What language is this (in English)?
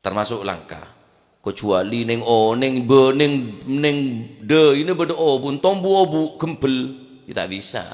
Madurese